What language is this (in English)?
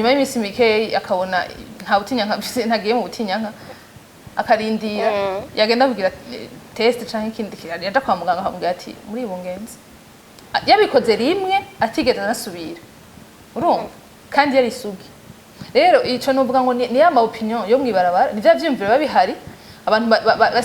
Rundi